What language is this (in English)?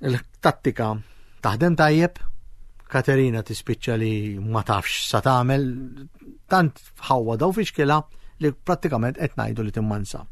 Maltese